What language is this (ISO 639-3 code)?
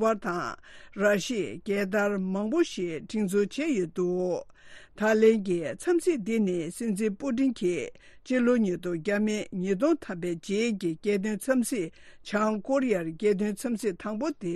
bod